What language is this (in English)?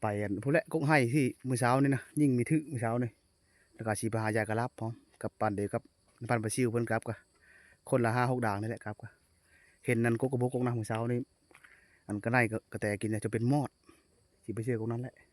Lao